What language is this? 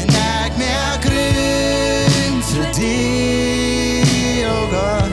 Plautdietsch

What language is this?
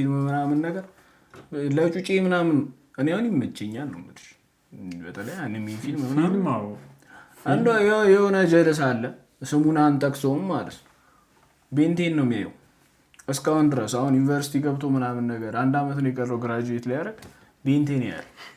Amharic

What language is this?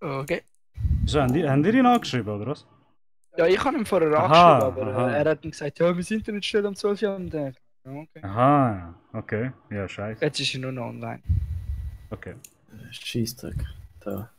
Swiss German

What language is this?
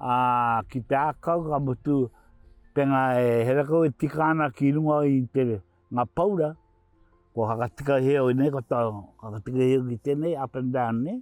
Māori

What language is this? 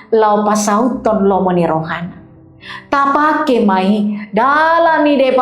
Batak Toba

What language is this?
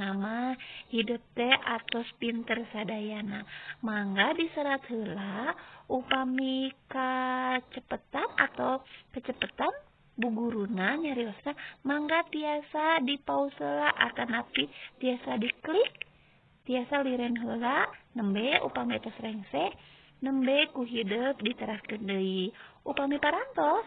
Sundanese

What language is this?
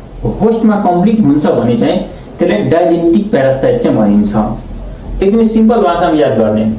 Nepali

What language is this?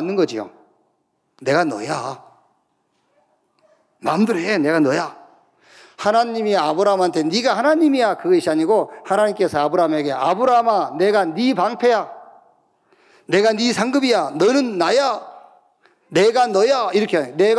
Korean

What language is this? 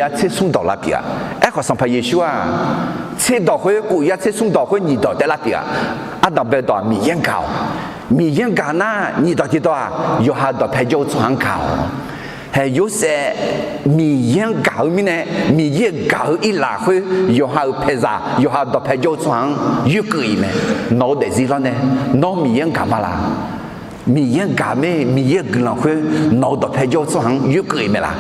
Akha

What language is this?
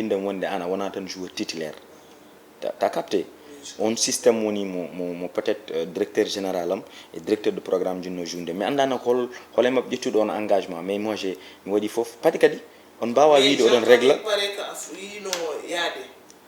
Fula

